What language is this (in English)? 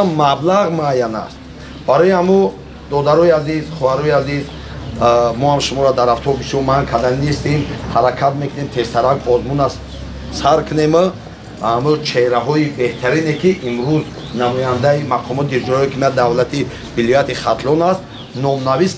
Tajik